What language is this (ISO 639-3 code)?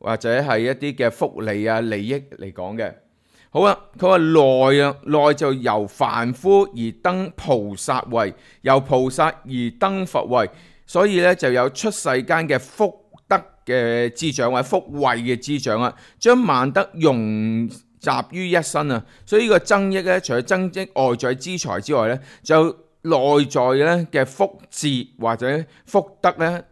yue